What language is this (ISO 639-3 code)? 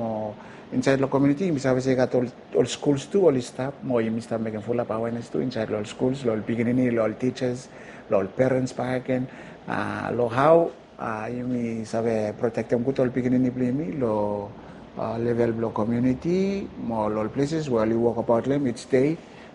bis